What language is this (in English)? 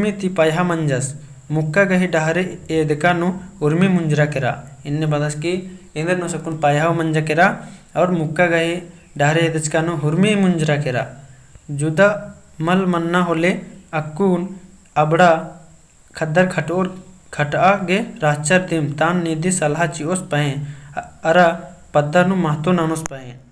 Kurukh